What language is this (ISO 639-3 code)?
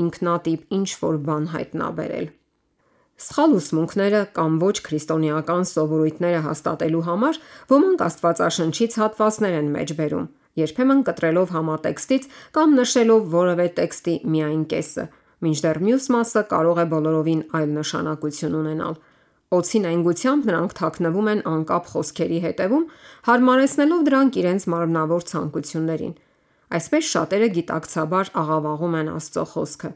hye